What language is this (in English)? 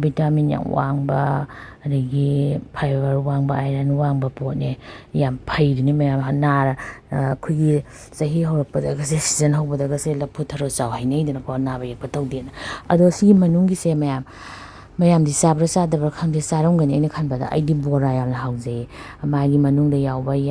Manipuri